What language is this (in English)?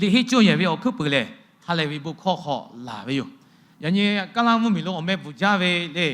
Lahu